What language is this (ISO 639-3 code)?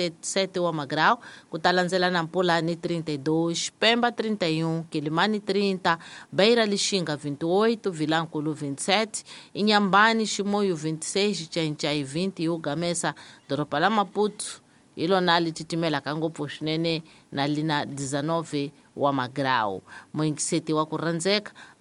tso